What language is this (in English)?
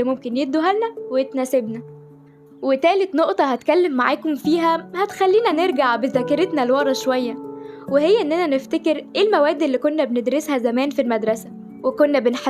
Egyptian Arabic